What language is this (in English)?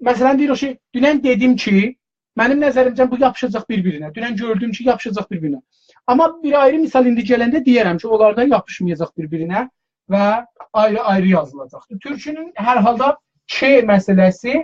South Azerbaijani